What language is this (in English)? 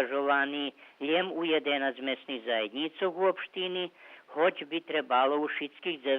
Rusyn